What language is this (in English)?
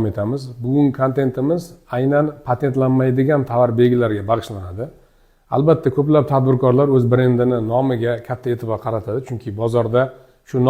Uzbek